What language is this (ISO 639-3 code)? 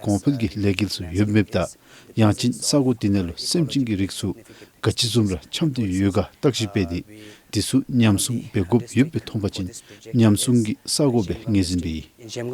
dzo